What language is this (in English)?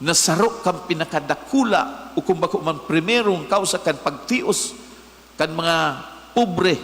Bikol